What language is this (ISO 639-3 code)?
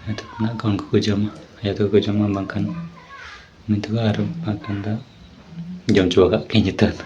sat